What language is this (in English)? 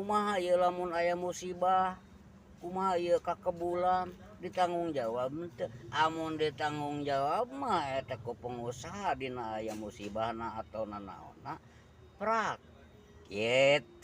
Sundanese